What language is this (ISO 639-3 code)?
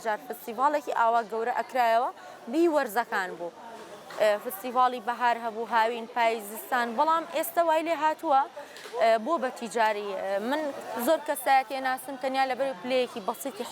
ckb